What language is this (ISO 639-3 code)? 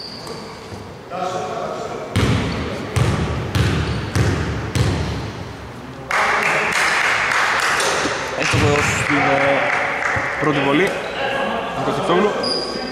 ell